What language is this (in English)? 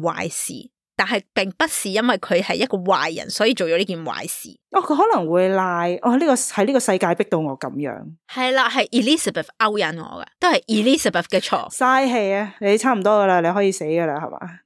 Cantonese